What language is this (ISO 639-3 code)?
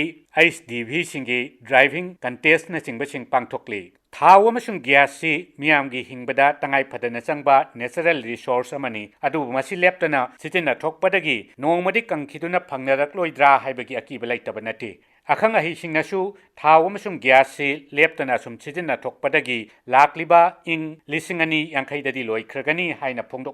mni